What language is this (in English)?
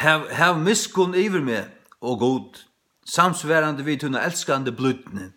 Faroese